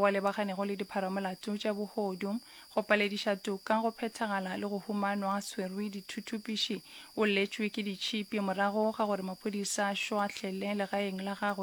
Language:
Northern Sotho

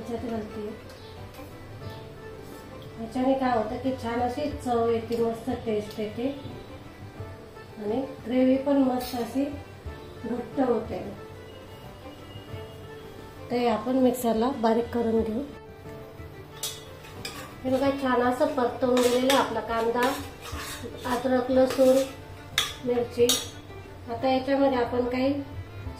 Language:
Marathi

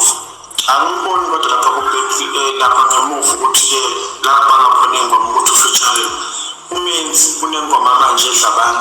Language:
Zulu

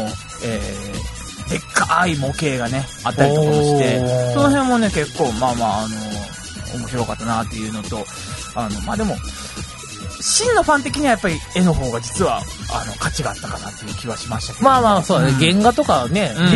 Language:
Japanese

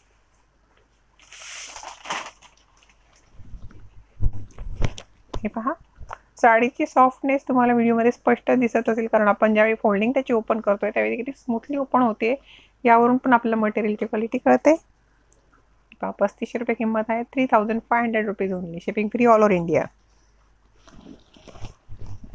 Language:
Marathi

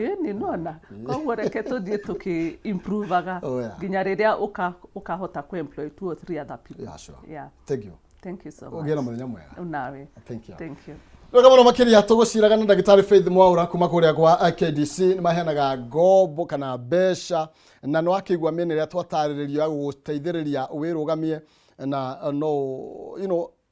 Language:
Kikuyu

